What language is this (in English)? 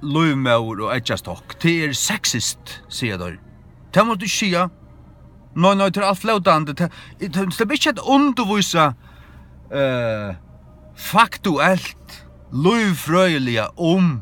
Faroese